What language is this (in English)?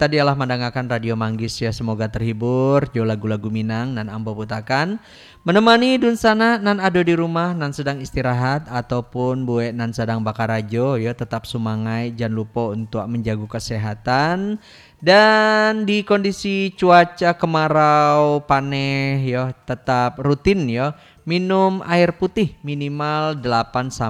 Minangkabau